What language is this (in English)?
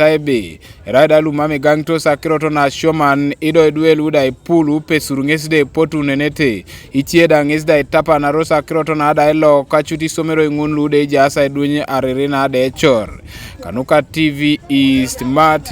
Teso